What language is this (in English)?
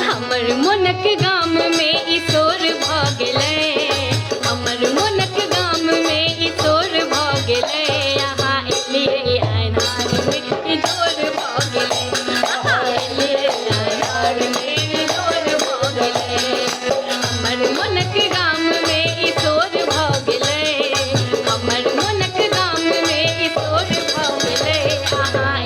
Maithili